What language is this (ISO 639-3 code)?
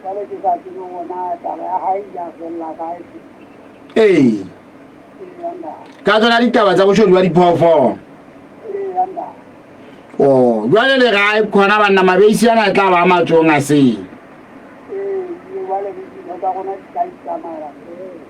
sot